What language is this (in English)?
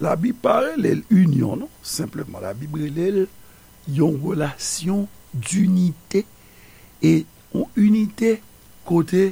Haitian Creole